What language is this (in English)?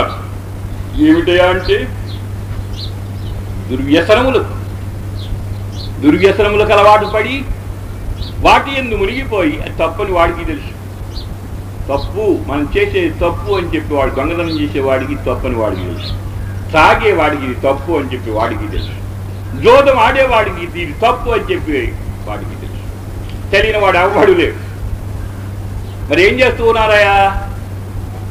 Telugu